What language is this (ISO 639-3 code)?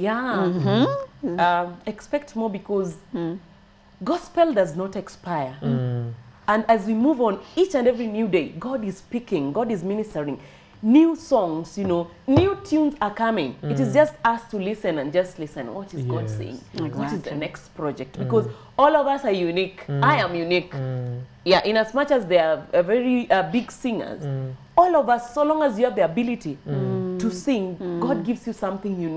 swa